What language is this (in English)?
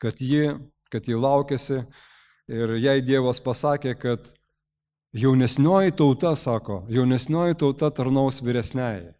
Lithuanian